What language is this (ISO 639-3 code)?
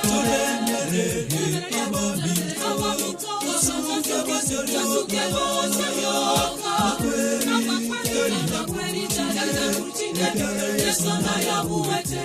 guz